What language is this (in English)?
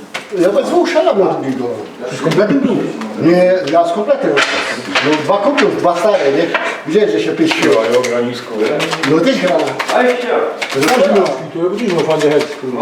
Silesian